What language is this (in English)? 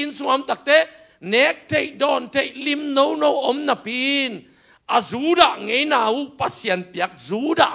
Tedim Chin